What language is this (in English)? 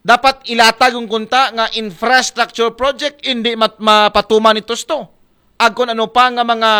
Aklanon